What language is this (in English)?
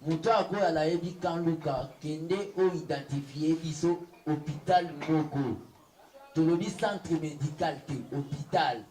Lingala